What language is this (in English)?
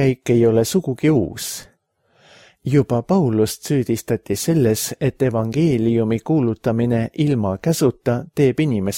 Estonian